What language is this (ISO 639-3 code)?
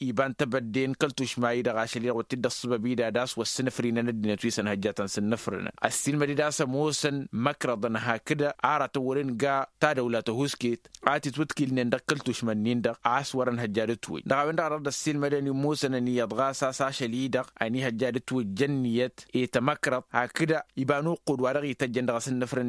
taq